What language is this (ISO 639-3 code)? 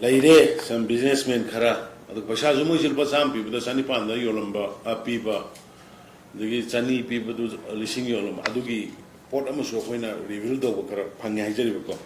mni